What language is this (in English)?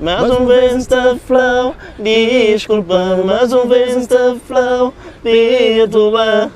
Kabuverdianu